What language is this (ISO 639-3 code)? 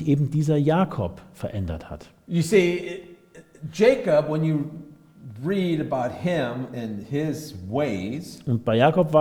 deu